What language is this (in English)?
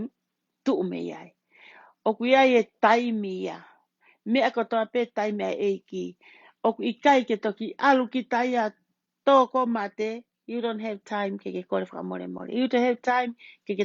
Tongan